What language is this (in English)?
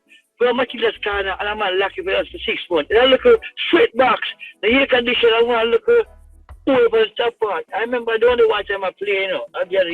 Jamaican Creole English